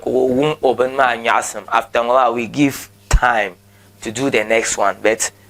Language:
Dagbani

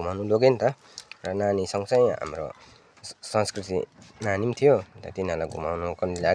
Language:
Nepali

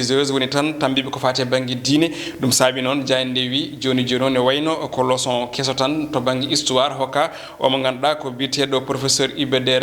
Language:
Fula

